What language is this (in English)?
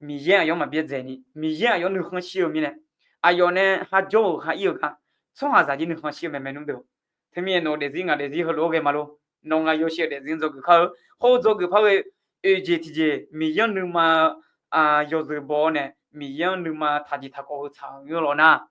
Akha